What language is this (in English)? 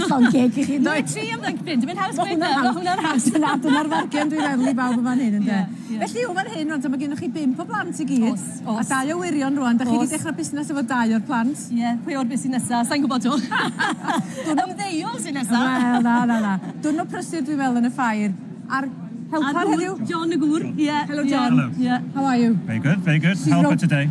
Welsh